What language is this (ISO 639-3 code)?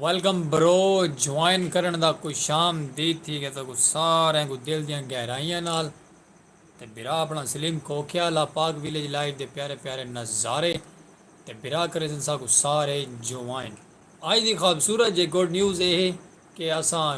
skr